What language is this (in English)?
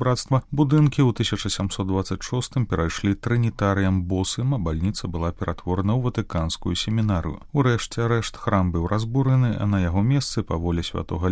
Belarusian